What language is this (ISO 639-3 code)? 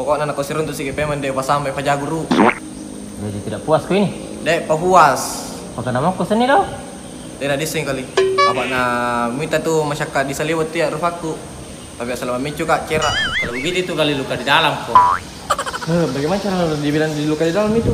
mfp